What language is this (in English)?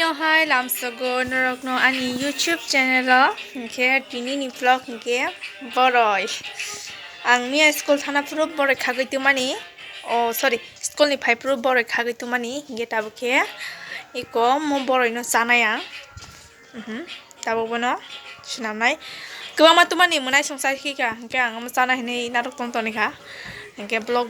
Kok Borok